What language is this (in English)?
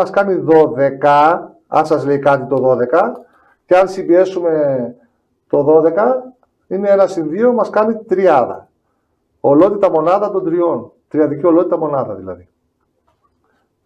Greek